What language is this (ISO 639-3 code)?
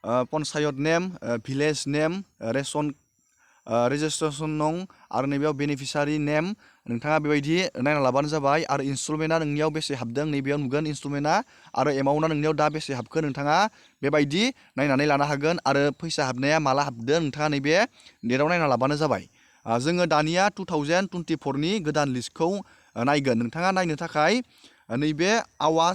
brx